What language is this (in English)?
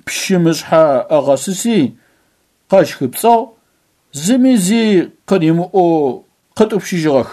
Adyghe